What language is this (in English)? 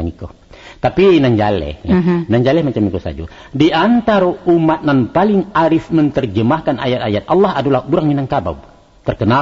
Minangkabau